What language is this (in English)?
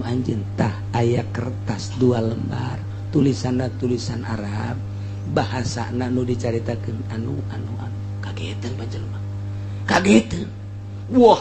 Sundanese